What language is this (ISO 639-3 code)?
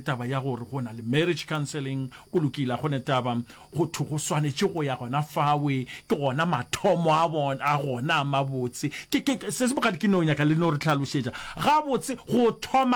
nso